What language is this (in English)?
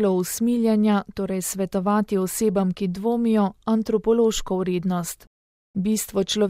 Slovenian